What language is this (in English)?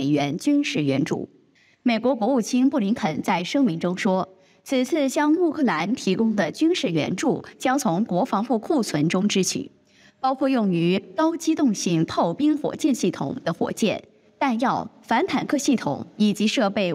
Chinese